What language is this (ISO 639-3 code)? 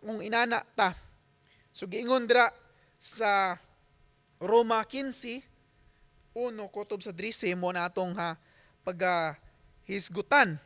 ceb